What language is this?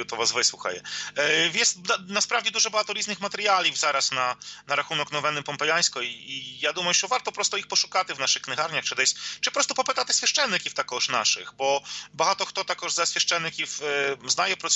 Ukrainian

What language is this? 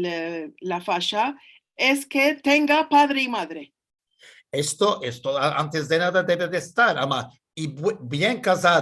Ladino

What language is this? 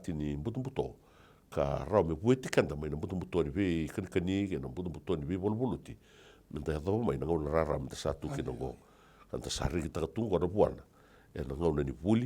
Fijian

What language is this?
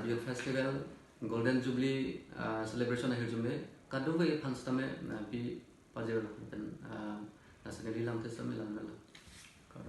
Karbi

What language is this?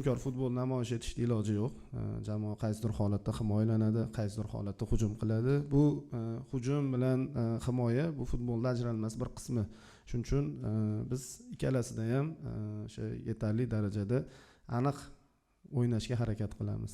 Uzbek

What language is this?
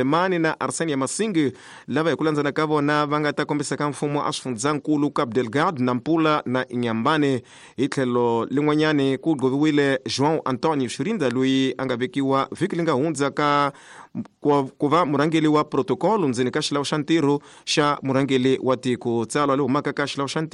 Tsonga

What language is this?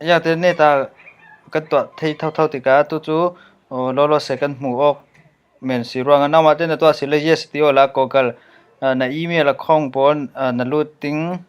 Falam Chin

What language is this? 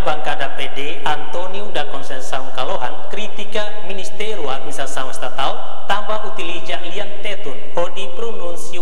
Tetum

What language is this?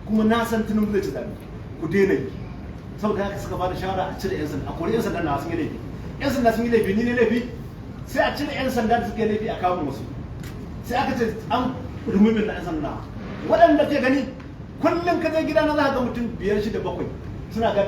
Hausa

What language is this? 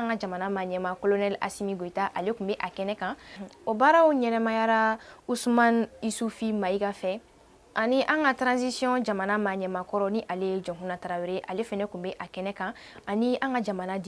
Bambara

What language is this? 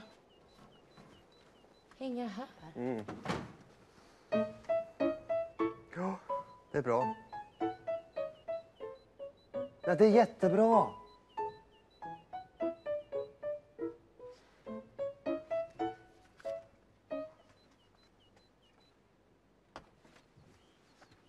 Swedish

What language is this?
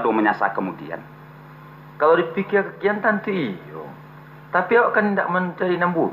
Minangkabau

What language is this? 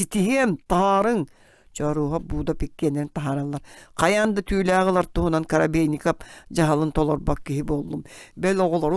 Yakut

